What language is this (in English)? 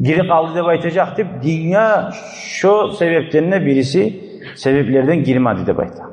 Kumyk